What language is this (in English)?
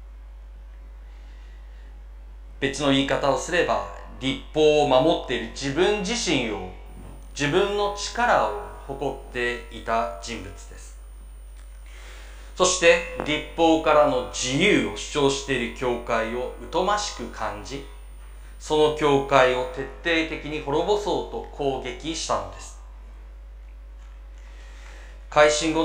Japanese